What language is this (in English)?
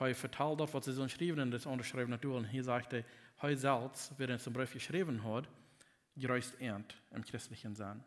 Plautdietsch